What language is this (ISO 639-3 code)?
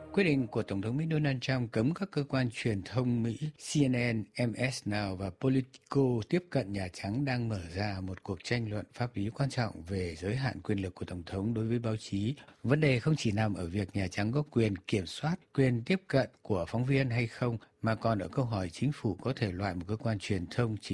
vie